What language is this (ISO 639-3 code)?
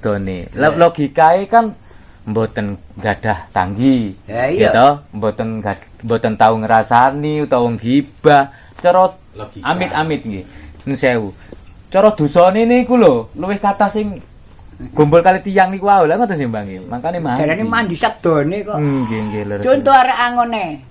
jav